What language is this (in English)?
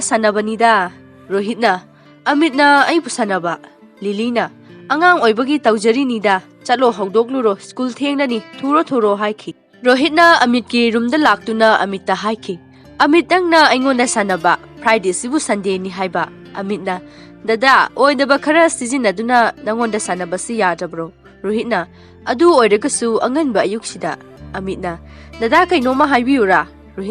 Manipuri